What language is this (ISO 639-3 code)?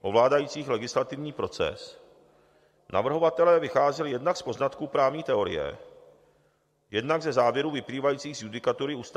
ces